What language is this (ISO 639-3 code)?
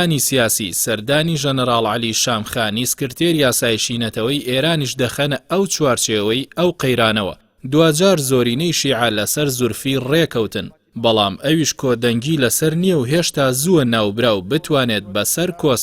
ckb